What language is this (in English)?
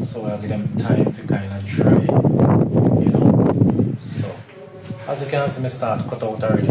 Jamaican Creole English